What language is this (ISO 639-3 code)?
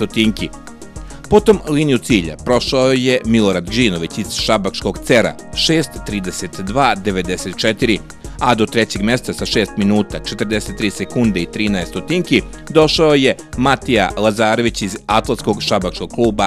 srp